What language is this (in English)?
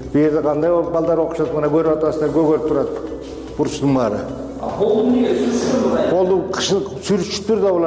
Kyrgyz